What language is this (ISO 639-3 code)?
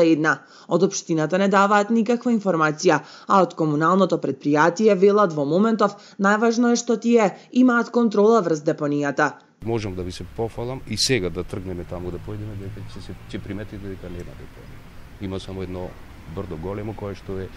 mkd